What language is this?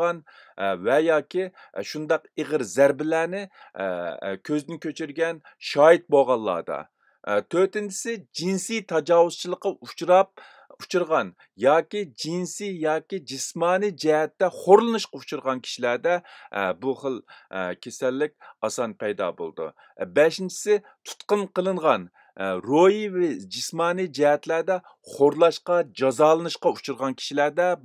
Uyghur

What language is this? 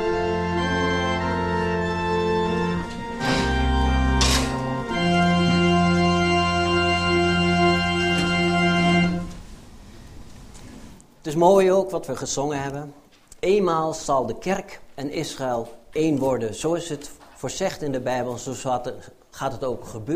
Dutch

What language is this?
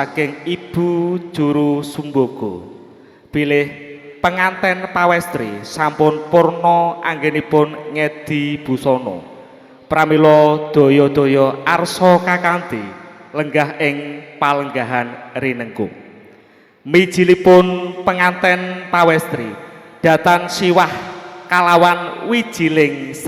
Javanese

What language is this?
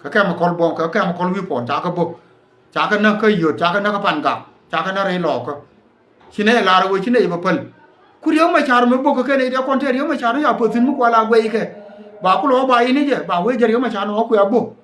Nuer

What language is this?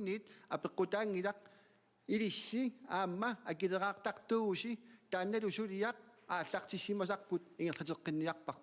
Kalaallisut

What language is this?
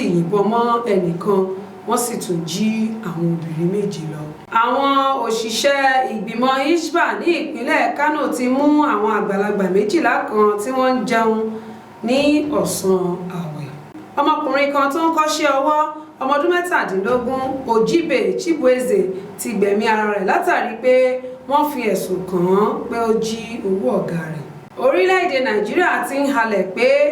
Yoruba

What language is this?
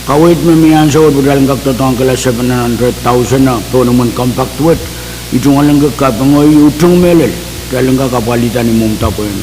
Pohnpeian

